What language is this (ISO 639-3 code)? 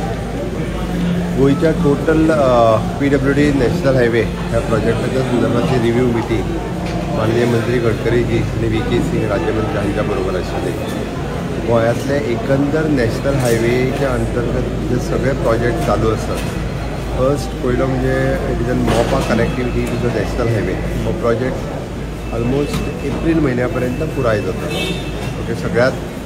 kok